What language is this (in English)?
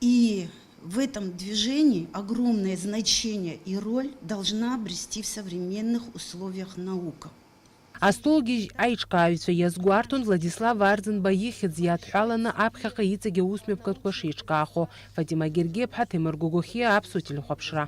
Abkhazian